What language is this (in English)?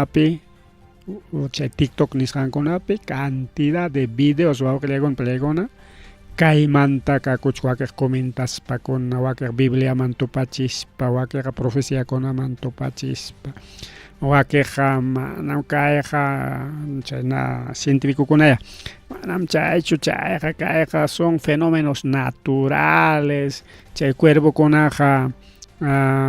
Ayacucho Quechua